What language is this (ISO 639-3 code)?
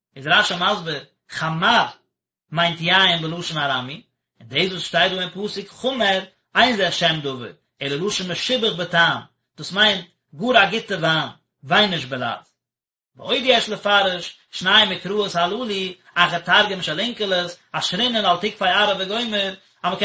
yid